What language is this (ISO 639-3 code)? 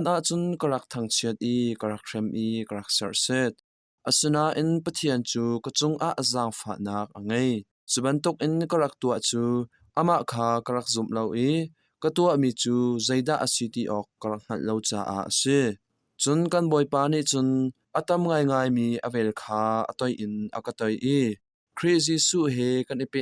cnh